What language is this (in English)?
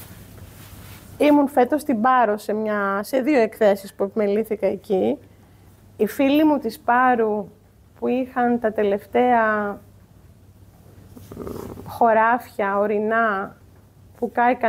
Greek